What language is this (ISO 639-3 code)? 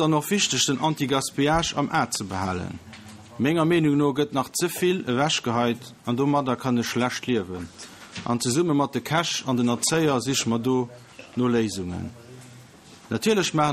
ltz